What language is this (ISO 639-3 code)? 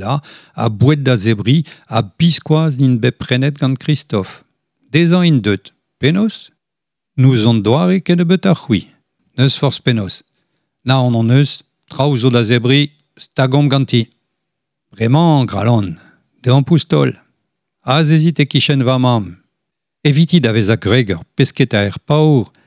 bre